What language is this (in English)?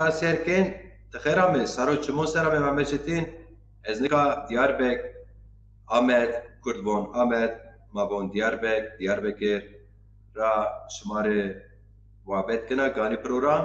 Zaza